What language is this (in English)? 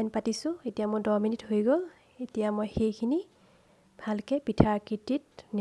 Assamese